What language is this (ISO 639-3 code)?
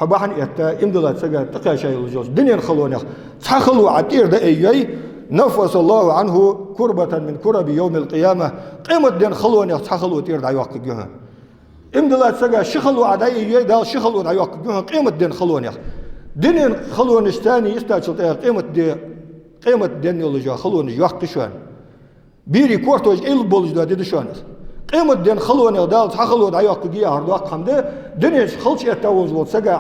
inh